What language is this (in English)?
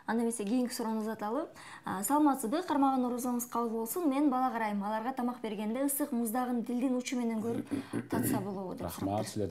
Kyrgyz